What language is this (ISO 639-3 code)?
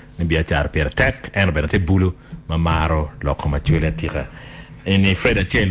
ach